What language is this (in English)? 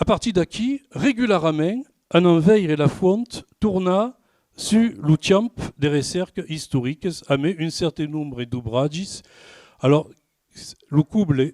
Occitan